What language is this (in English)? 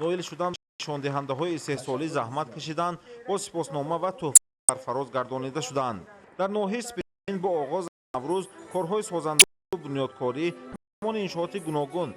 Tajik